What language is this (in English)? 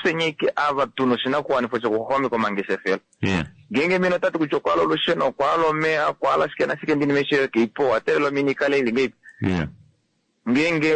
Kuanyama